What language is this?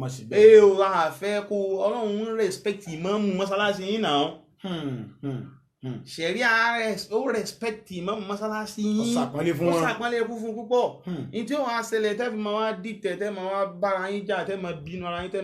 Yoruba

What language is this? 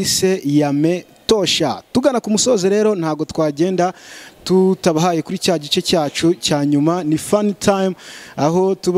Kinyarwanda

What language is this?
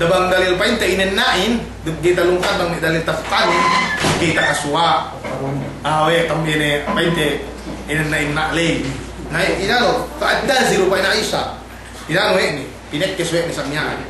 Yakan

